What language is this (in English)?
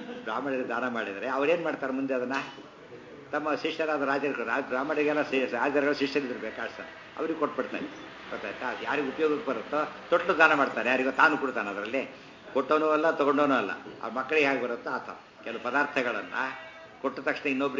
Kannada